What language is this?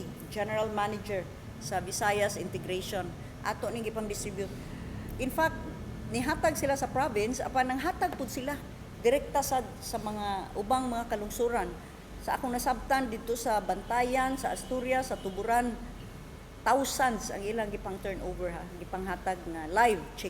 Cebuano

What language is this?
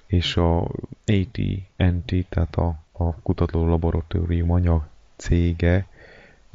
Hungarian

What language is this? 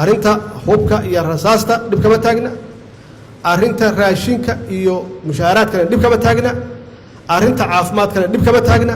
Somali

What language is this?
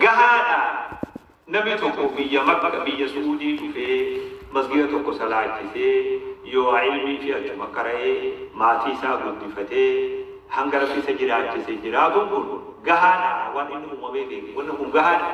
Oromo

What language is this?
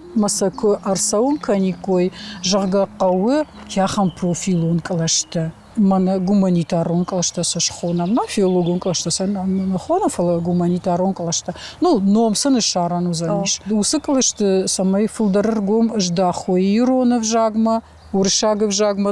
Ossetic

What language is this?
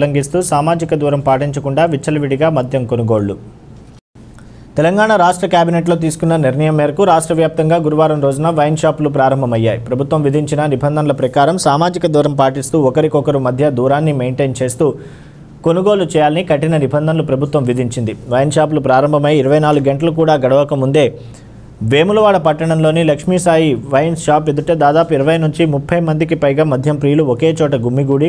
Telugu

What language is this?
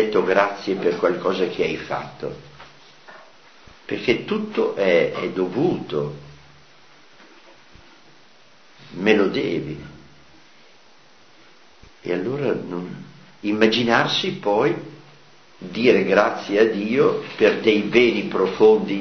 Italian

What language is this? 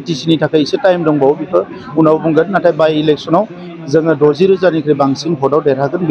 Bodo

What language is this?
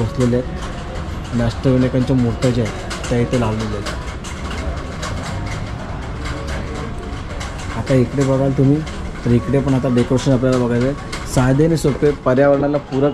Marathi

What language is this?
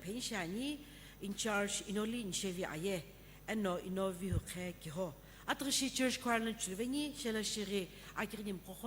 Sumi Naga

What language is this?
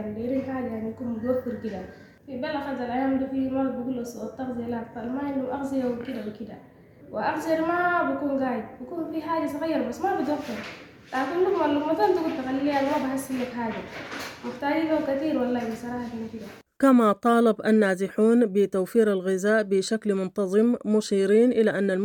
Sudanese Arabic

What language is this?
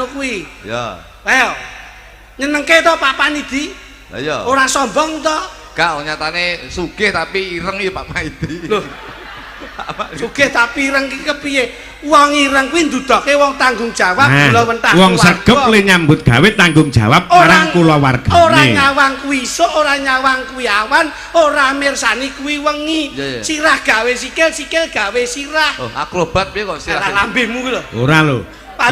Javanese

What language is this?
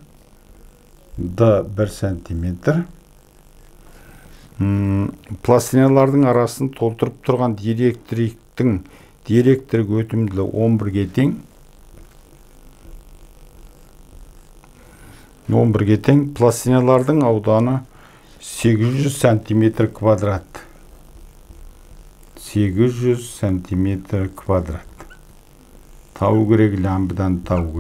Kazakh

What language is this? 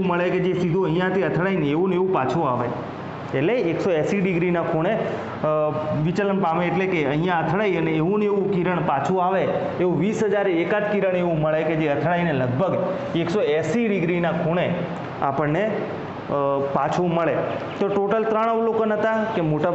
Gujarati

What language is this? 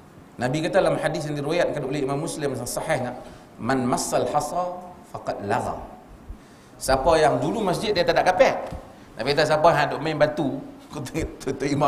Malay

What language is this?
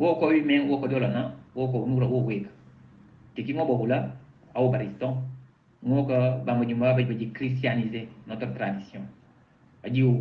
Mankanya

